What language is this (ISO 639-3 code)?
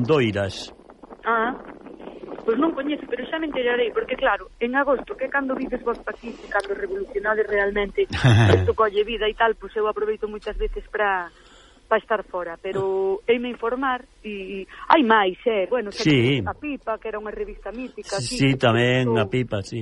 glg